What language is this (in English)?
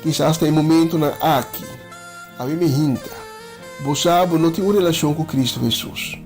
Papiamento